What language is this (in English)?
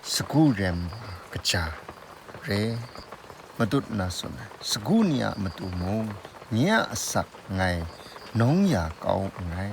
Kachin